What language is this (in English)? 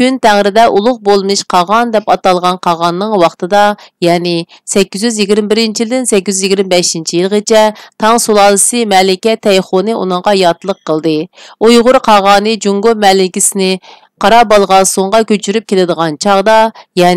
Uyghur